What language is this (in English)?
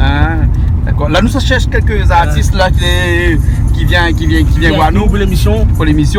Réunion Creole French